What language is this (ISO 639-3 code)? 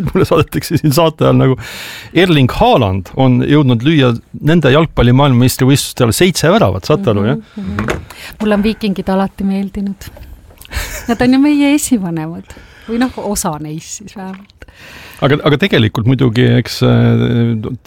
est